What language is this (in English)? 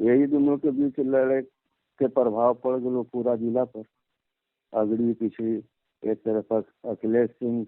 Magahi